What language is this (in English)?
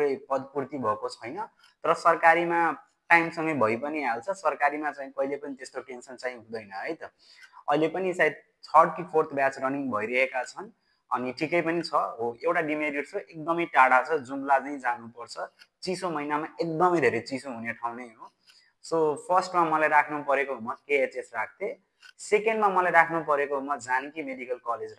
Nepali